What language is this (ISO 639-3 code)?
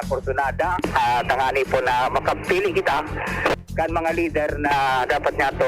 bik